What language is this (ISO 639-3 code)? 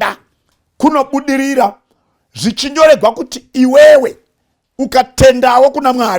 sna